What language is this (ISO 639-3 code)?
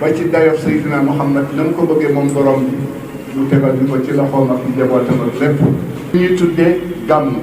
wol